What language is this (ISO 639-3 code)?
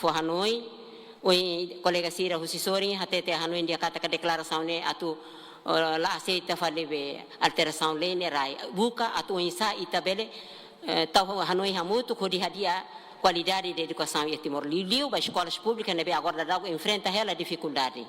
tet